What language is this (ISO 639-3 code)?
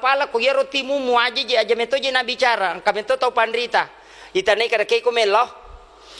bug